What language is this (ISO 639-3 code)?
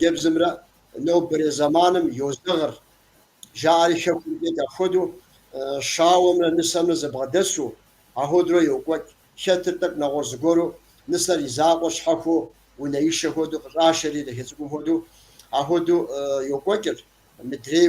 kbd